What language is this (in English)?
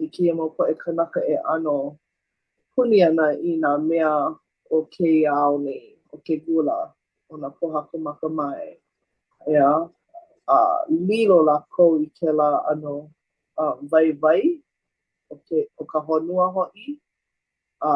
Hawaiian